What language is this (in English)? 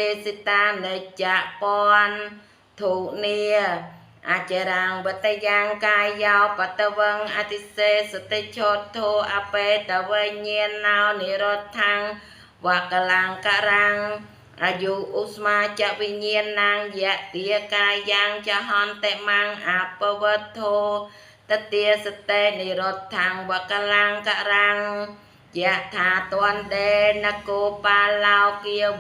Khmer